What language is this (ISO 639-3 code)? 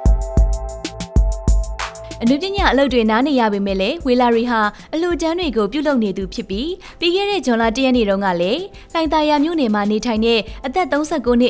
mya